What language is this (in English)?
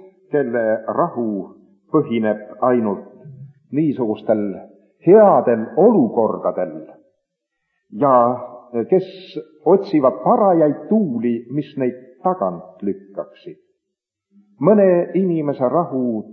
Estonian